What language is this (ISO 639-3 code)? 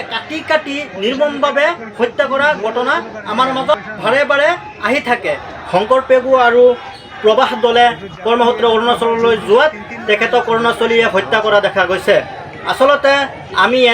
asm